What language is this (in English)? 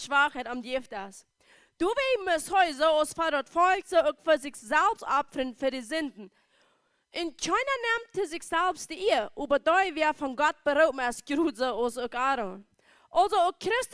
Plautdietsch